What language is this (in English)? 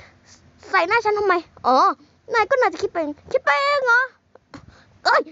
Thai